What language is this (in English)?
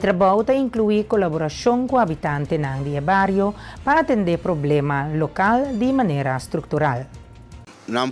Papiamento